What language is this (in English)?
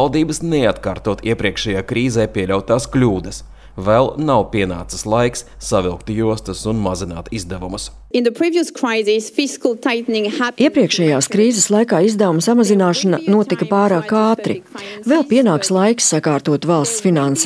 Latvian